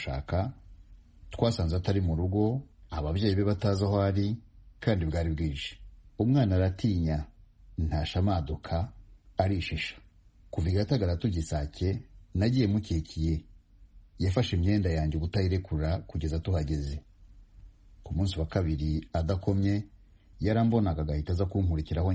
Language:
Kinyarwanda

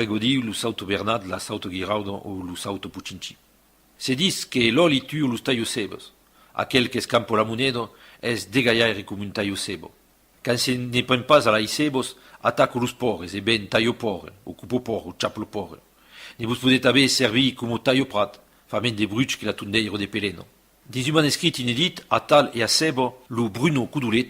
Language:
Occitan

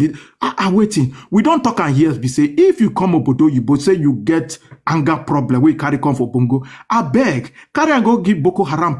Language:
Nigerian Pidgin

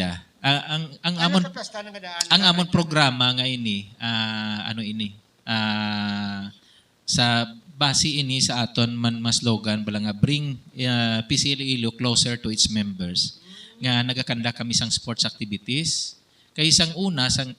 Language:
Hiligaynon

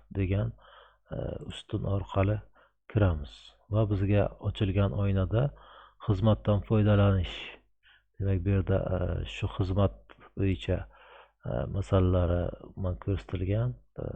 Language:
Uzbek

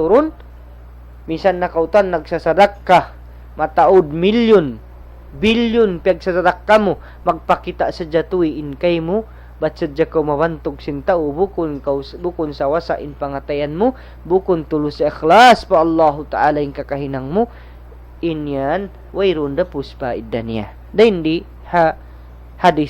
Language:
Tausug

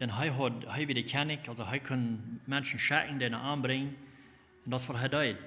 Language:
Plautdietsch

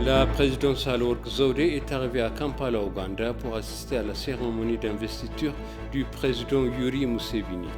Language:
French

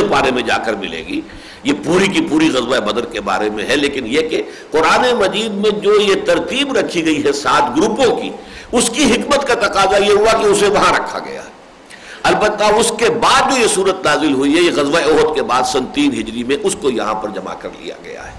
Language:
Urdu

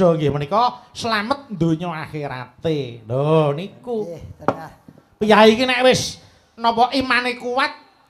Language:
Javanese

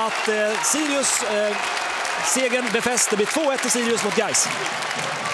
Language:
Swedish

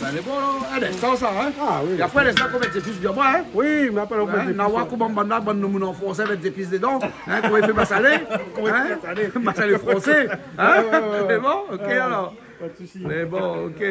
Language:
Réunion Creole French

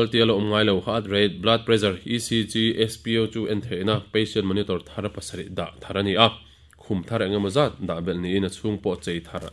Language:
Mizo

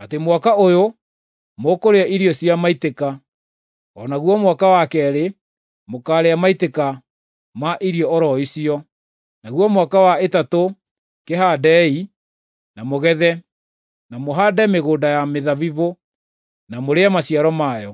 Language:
Kikuyu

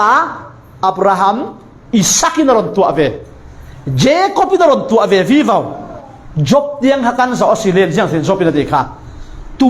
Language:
Falam Chin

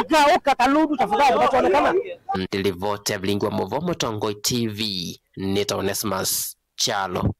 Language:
Kamba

